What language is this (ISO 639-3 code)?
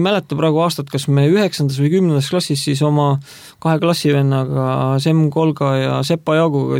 est